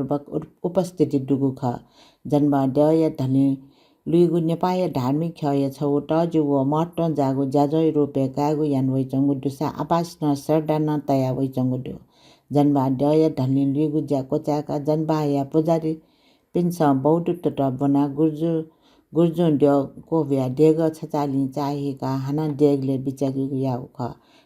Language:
Newari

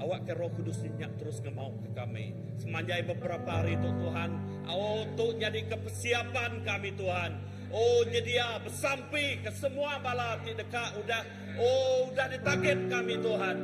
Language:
Iban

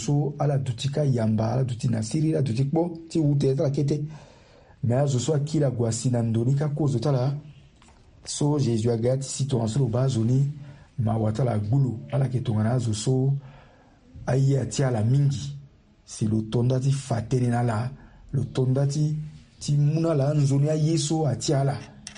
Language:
Sango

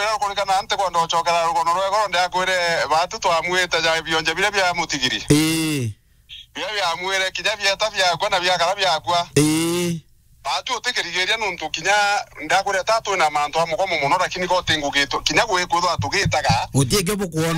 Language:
Meru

